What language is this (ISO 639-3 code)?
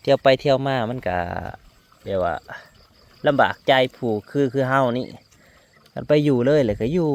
tts